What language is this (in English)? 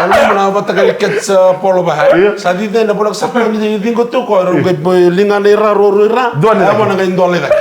Fijian